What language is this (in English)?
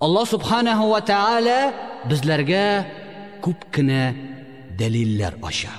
Tatar